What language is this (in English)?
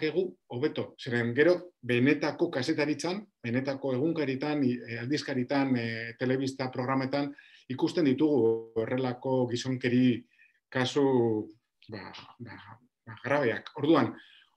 Basque